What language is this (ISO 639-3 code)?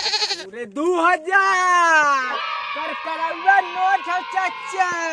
mag